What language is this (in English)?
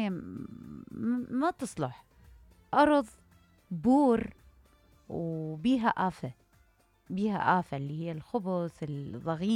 Mesopotamian Arabic